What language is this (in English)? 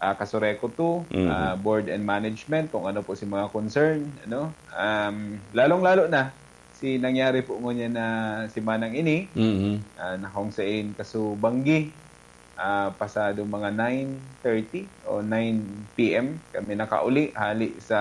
Bikol